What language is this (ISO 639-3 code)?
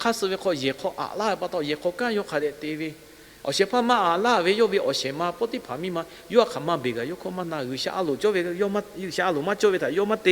lhu